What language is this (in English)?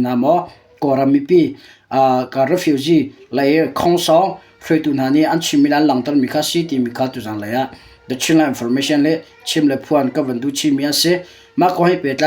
Hakha Chin